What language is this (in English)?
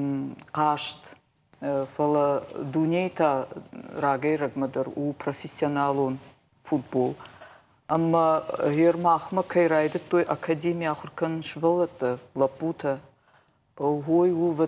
Ossetic